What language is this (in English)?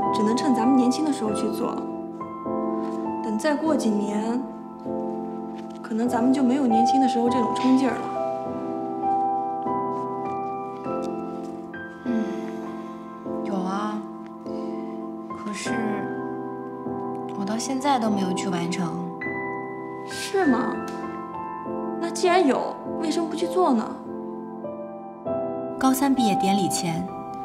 Chinese